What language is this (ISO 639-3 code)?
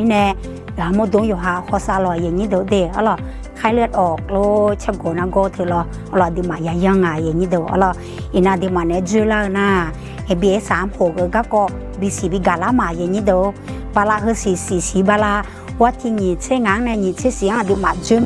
ahk